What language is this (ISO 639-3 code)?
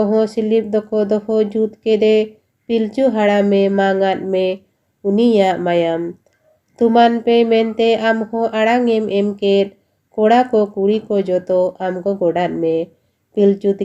sat